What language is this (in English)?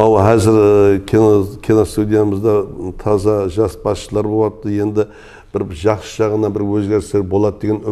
Kara-Kalpak